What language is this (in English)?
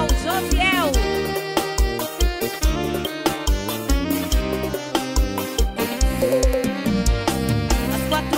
Portuguese